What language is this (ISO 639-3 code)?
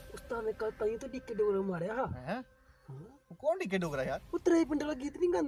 doi